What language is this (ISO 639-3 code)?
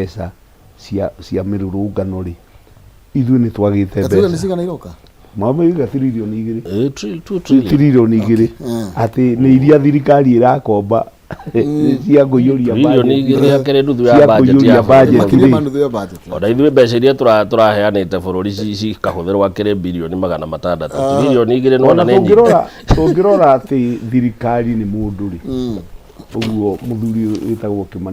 kik